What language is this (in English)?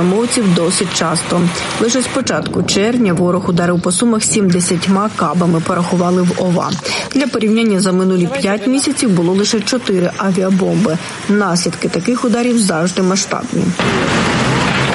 Ukrainian